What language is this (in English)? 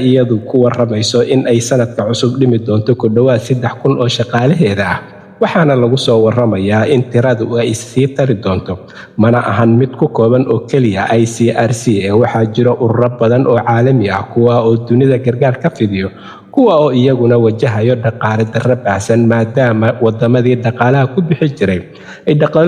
Somali